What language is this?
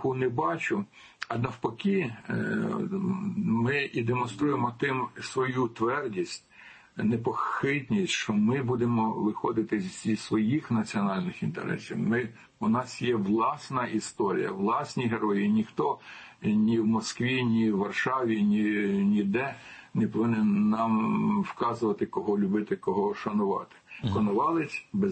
Ukrainian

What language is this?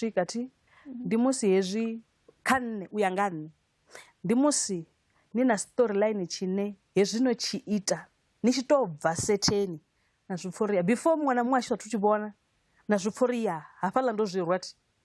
Venda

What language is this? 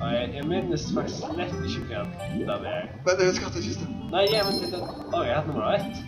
Faroese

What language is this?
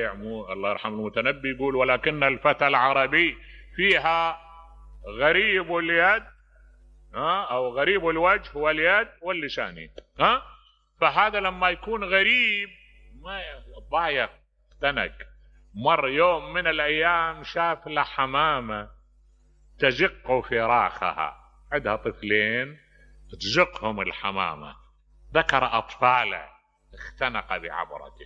Mesopotamian Arabic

